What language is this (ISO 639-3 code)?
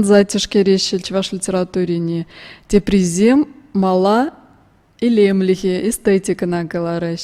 chv